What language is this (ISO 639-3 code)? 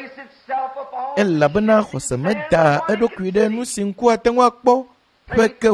ewe